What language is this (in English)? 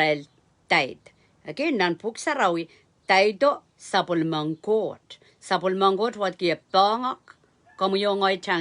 Pohnpeian